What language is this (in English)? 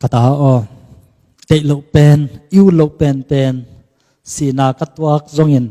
Tedim Chin